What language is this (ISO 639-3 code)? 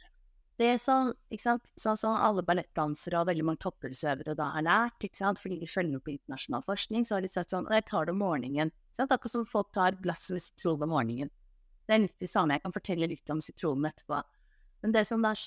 nor